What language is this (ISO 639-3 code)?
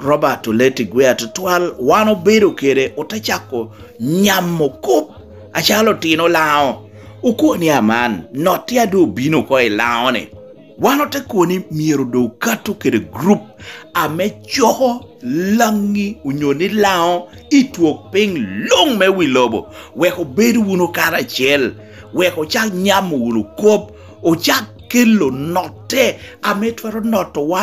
laj